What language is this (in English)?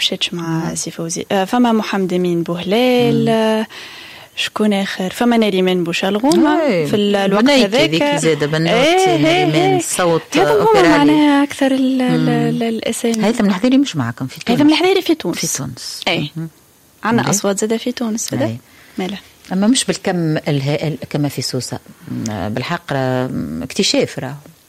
Tunisian Arabic